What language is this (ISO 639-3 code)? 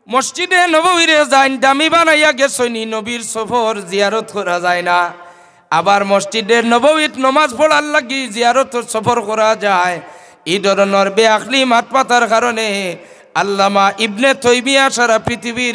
syl